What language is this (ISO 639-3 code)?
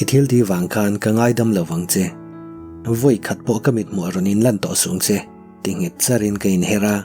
lus